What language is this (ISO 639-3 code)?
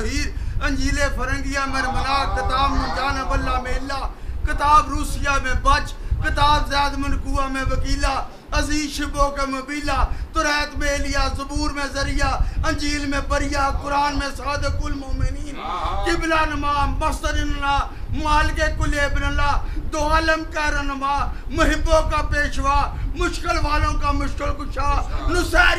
urd